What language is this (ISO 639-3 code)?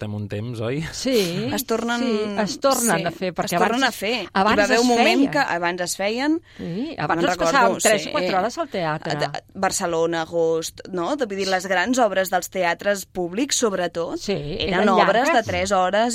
cat